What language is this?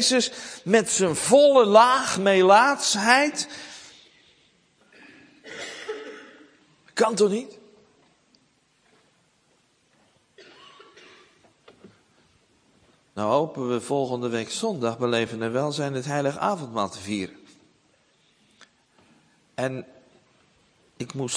Dutch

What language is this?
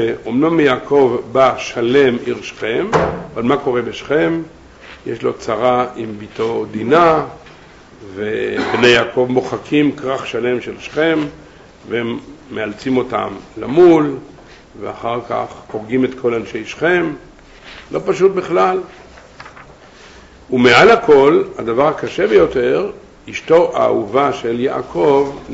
Hebrew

